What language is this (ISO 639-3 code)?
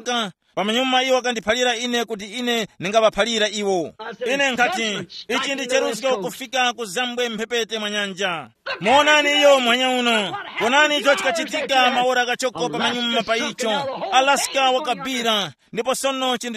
tum